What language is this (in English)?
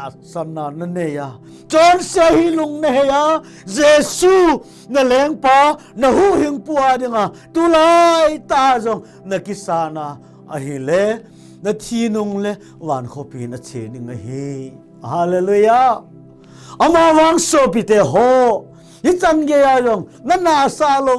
Thado Chin